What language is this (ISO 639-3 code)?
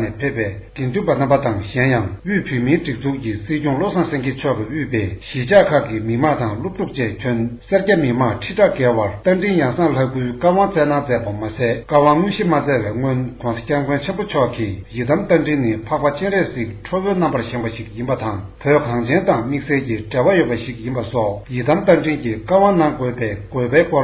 bod